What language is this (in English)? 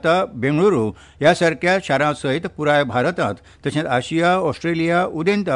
Konkani